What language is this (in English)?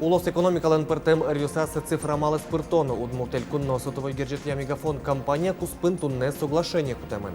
Udmurt